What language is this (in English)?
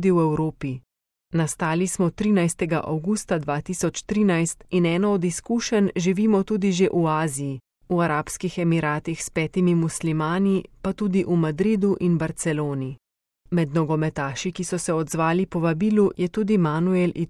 Slovenian